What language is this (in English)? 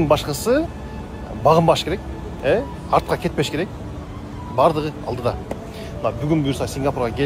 Kyrgyz